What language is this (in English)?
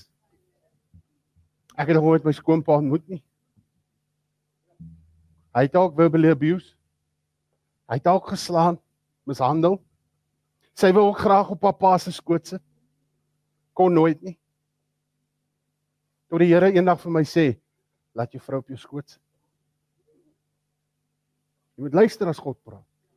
Afrikaans